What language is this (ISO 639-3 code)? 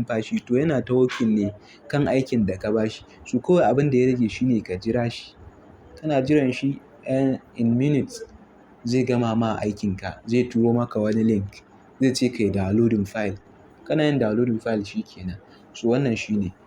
hau